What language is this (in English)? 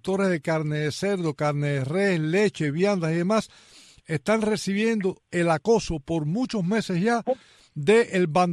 Spanish